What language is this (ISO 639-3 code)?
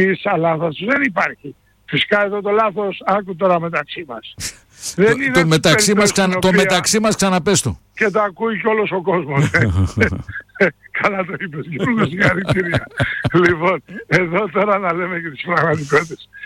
ell